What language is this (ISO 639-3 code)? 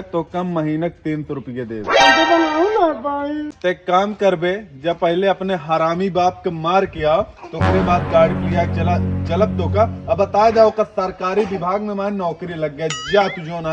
awa